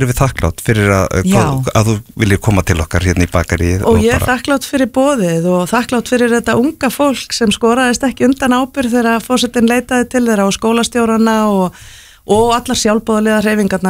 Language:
Icelandic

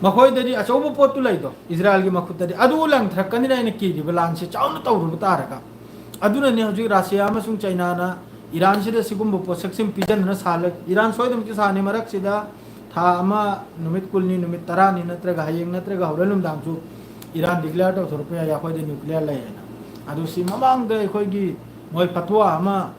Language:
Manipuri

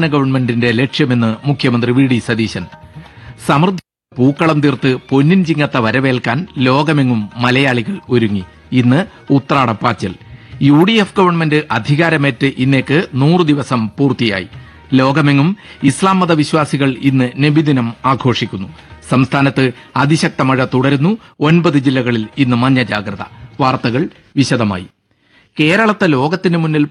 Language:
Malayalam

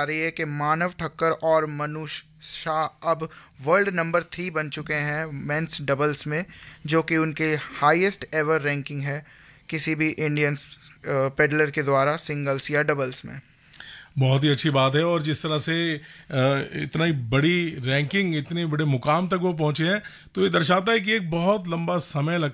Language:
Hindi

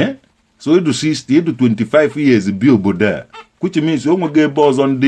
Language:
Igbo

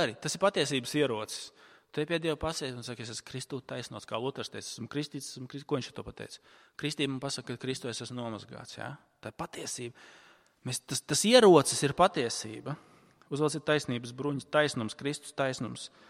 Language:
Latvian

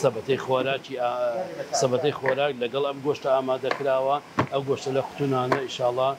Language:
Central Kurdish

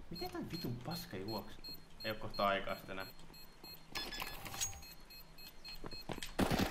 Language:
Finnish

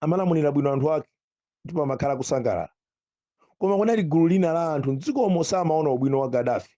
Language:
Nyanja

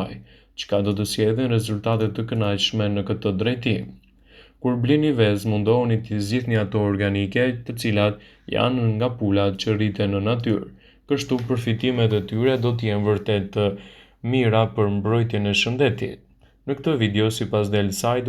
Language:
Albanian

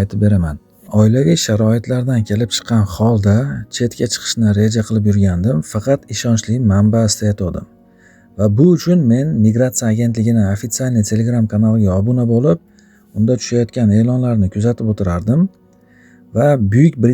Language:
Uzbek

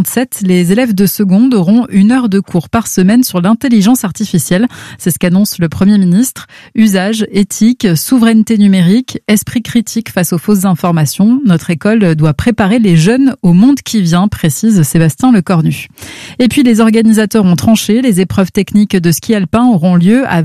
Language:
French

